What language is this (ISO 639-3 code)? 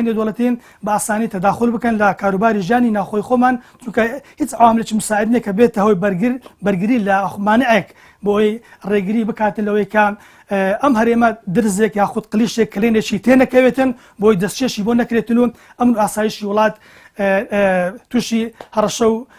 ckb